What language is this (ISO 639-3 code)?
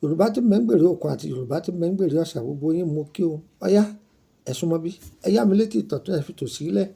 yor